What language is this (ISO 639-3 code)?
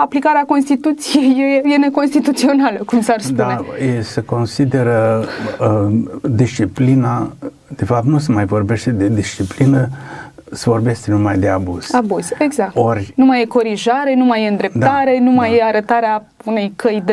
ron